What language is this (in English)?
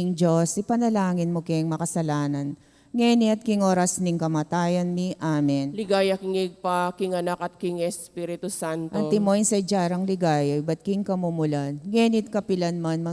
Pampanga